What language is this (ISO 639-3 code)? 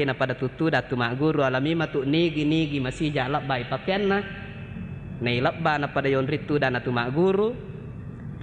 bug